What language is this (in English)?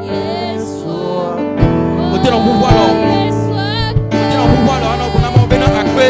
Ewe